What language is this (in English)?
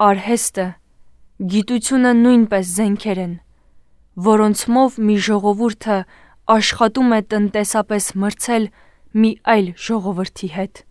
Armenian